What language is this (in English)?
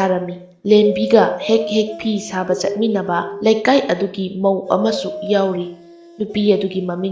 Manipuri